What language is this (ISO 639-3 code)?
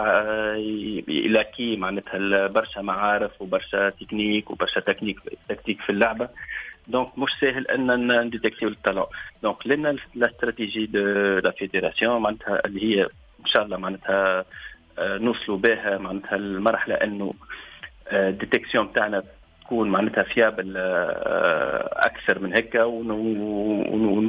aeb